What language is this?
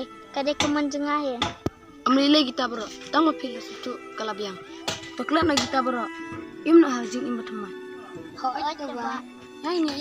Khasi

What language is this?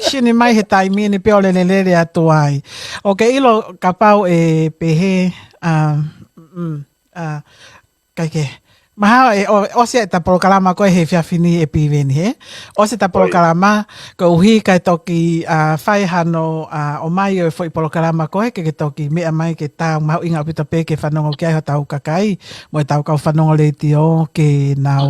Tongan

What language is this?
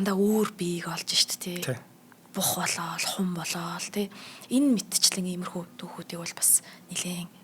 Mongolian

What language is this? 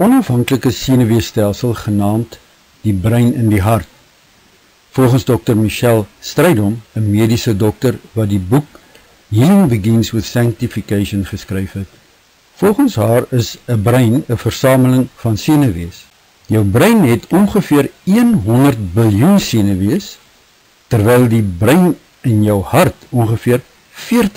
Afrikaans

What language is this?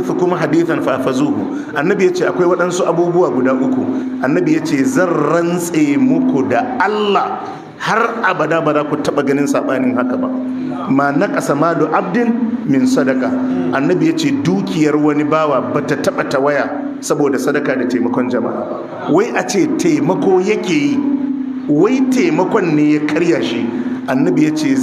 Hausa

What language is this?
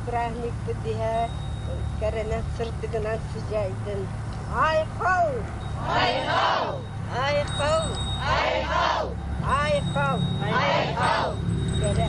Yakut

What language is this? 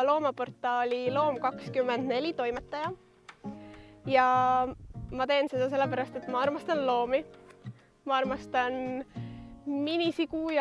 Estonian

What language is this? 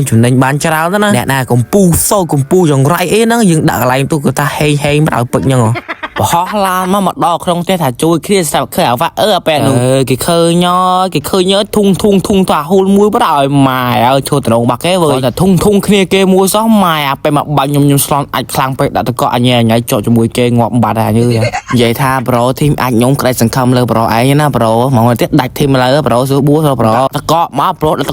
Khmer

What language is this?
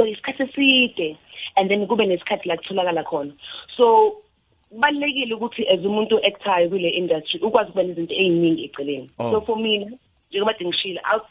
South Ndebele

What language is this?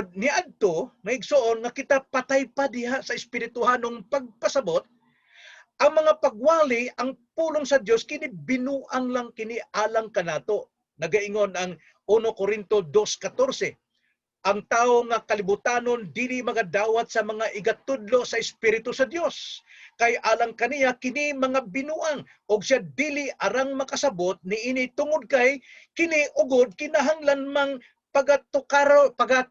Cebuano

